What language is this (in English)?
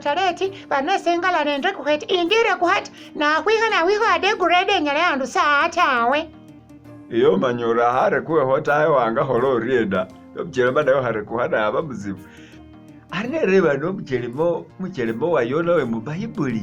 Masaaba